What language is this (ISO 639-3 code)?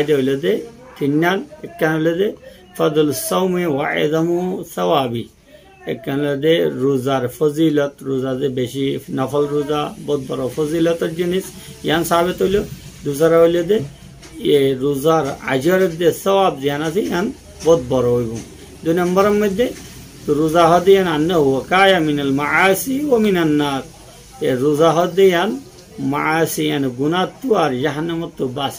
rhg